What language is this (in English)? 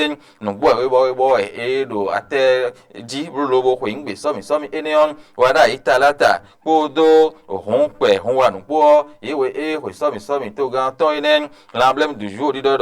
Fon